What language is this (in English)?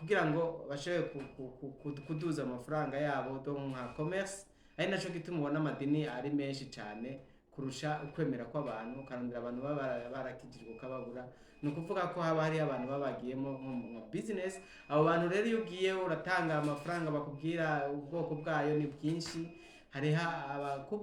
Rundi